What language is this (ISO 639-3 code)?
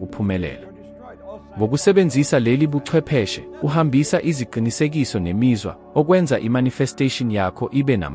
zul